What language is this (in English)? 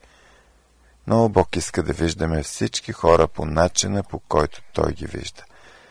Bulgarian